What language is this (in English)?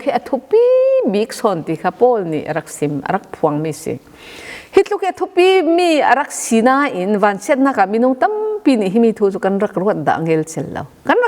Falam Chin